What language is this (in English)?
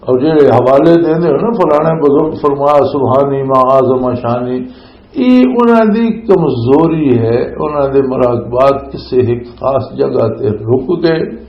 Western Panjabi